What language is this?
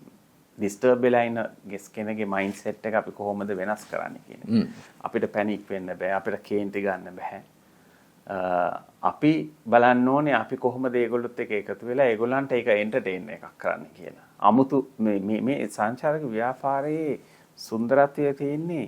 Sinhala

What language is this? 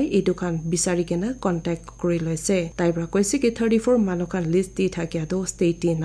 Naga Pidgin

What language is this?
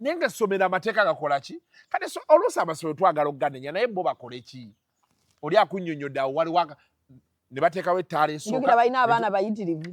Ganda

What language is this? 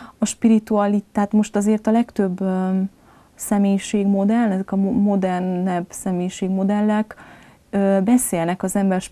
Hungarian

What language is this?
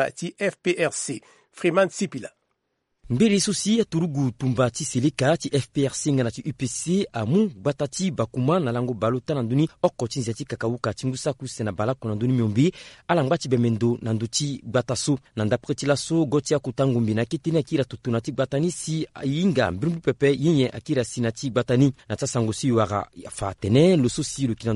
Sango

